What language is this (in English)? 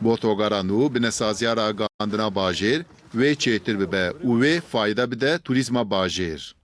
Kurdish